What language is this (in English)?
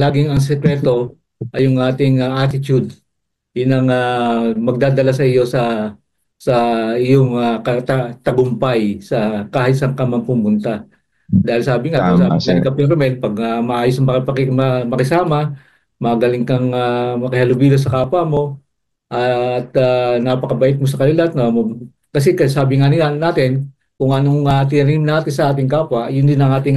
Filipino